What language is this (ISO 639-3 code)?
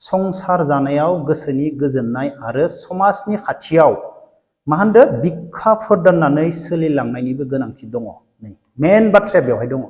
brx